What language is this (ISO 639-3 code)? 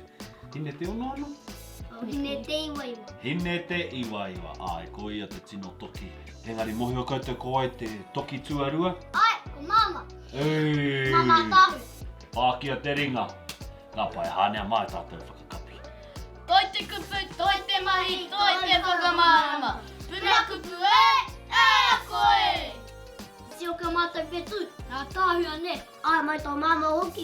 mri